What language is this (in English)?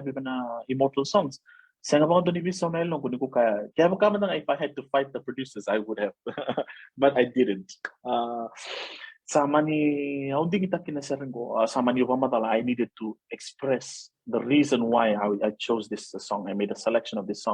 Fijian